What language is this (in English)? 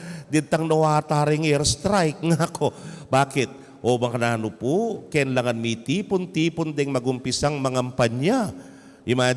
Pampanga